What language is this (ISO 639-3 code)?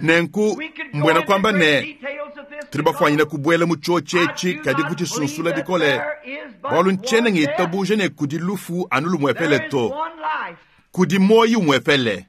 lua